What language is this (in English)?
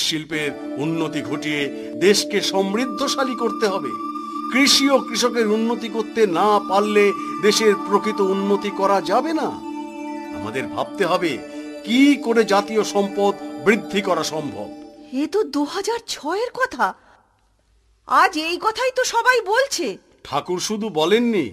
Bangla